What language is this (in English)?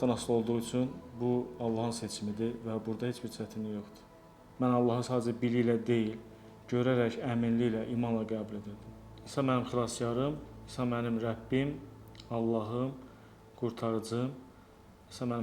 Azerbaijani